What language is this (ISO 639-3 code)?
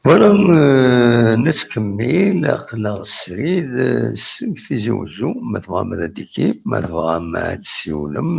kab